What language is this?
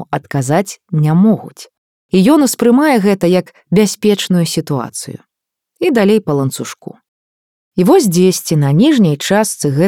Belarusian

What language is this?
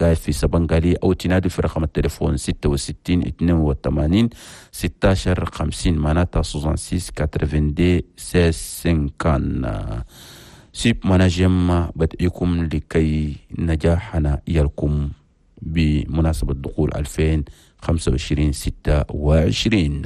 Chadian Arabic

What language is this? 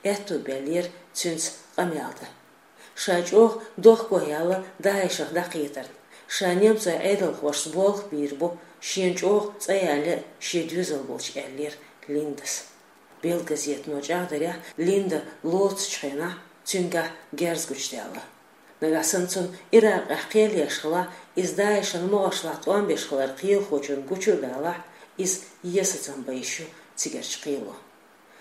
Chechen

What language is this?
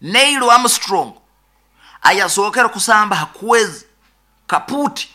Nyoro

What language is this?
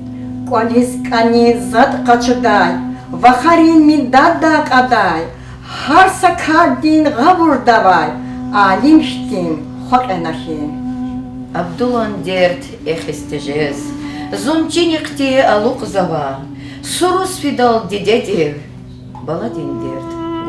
Lezghian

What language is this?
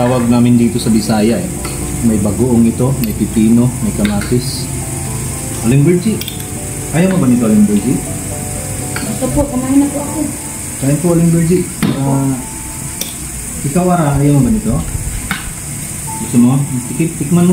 Filipino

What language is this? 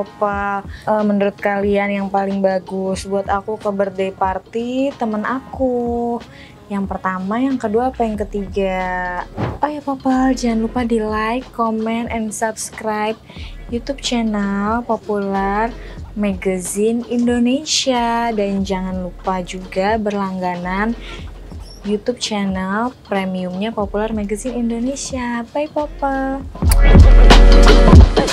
Indonesian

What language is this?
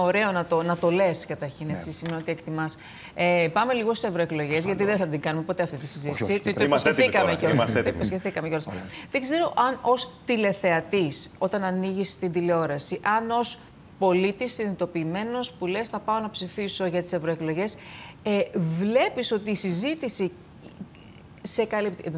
Greek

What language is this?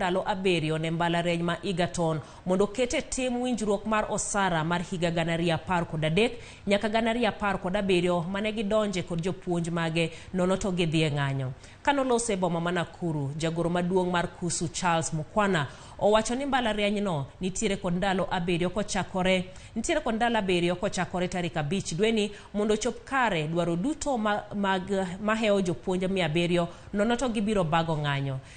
Luo (Kenya and Tanzania)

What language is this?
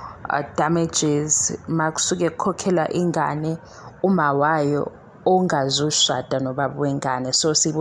Zulu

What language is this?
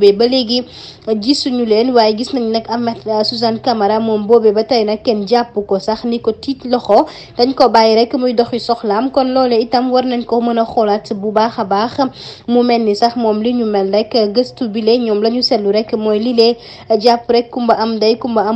Wolof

